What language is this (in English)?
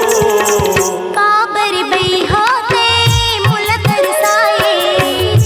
Chhattisgarhi